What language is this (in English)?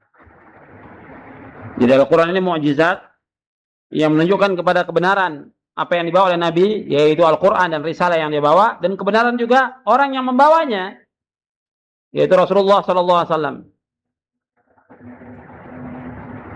Indonesian